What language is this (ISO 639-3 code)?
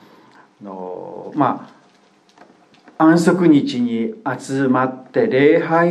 jpn